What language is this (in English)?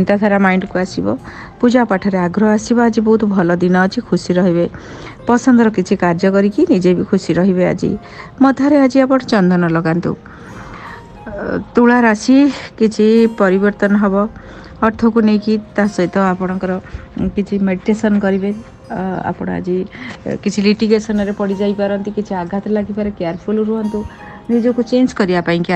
Odia